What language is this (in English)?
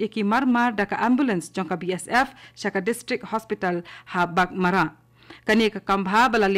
Khasi